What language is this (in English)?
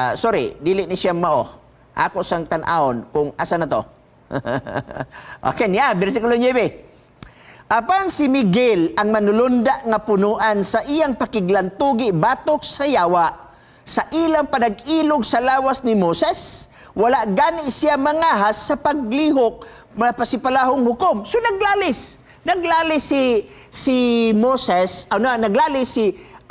Cebuano